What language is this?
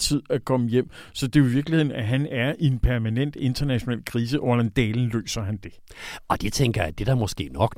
Danish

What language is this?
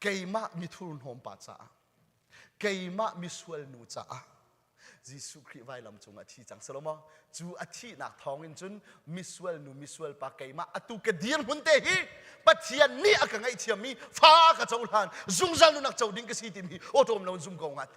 Hakha Chin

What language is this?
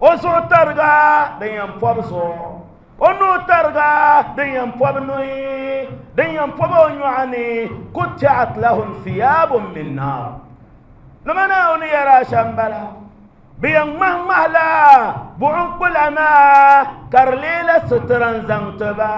Dagbani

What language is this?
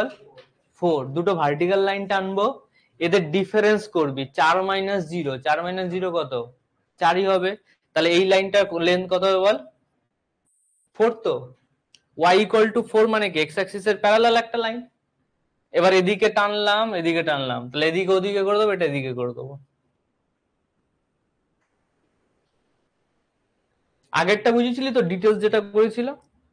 Bangla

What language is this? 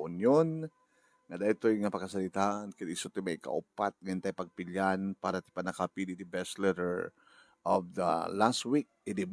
Iloko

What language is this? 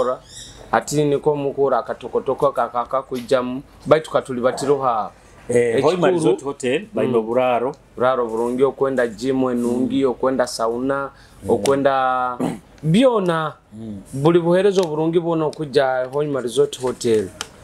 Nyoro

